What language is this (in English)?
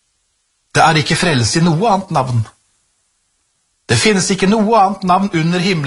Norwegian